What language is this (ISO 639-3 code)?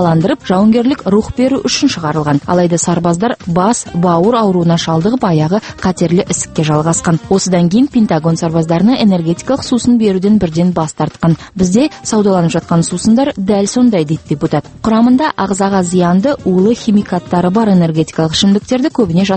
kaz